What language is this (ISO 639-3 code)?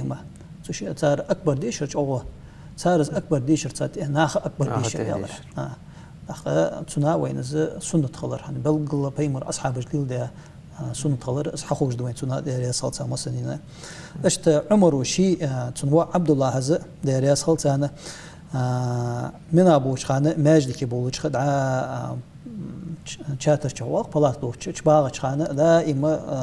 inh